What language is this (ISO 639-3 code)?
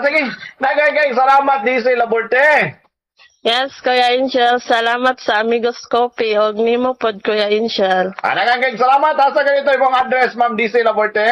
ceb